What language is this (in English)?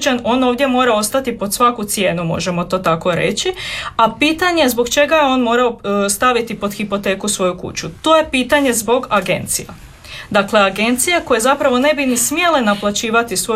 Croatian